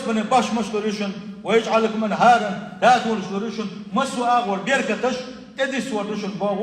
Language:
Chechen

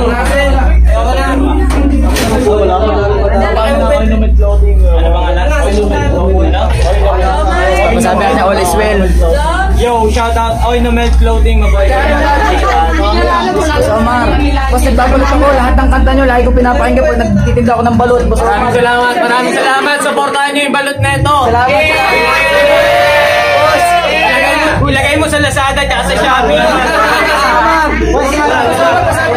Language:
Filipino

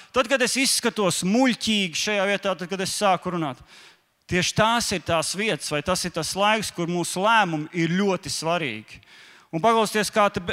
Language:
Latvian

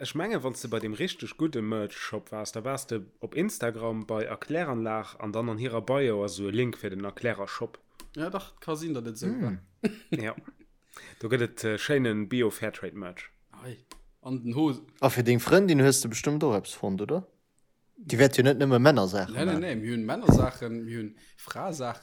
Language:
Luxembourgish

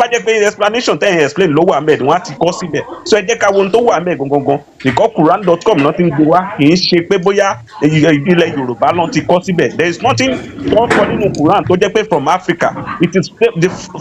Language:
Yoruba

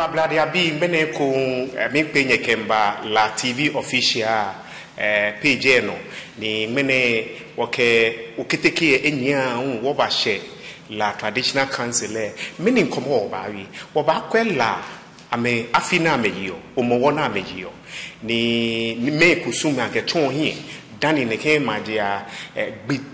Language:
Ga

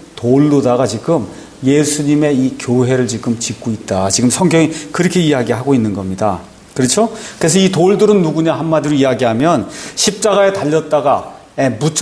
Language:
Korean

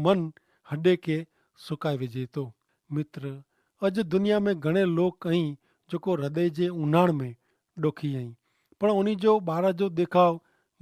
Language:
Kachhi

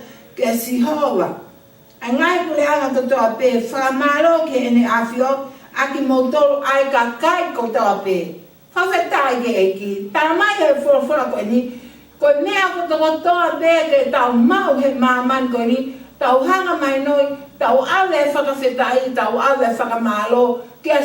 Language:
Tongan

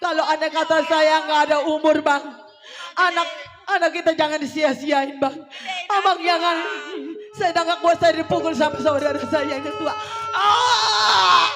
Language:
Betawi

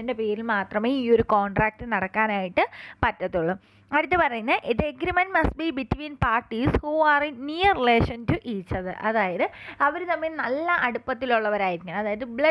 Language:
Malayalam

